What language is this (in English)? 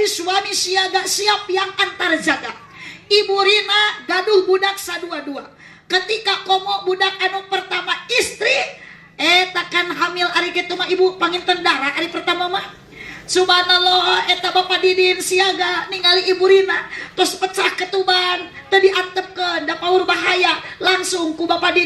Sundanese